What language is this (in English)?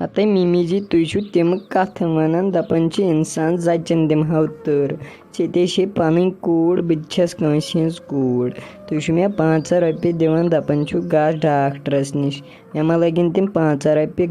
Kashmiri